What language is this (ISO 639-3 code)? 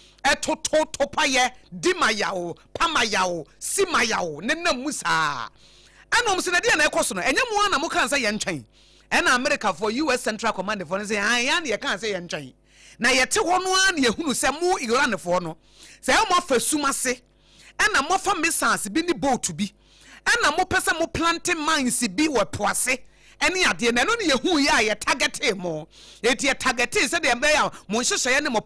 aka